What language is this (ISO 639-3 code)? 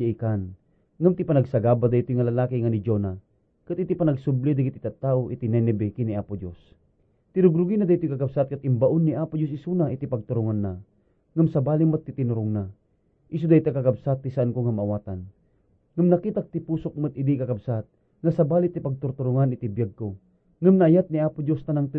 ilo